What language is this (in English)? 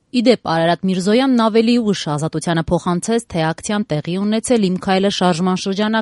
Armenian